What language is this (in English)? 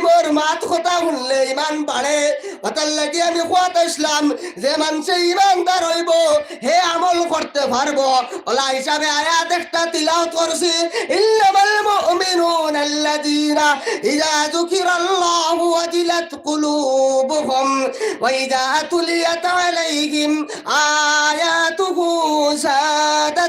Sylheti